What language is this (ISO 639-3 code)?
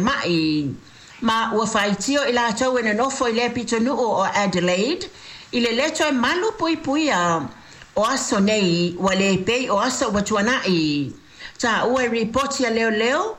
smo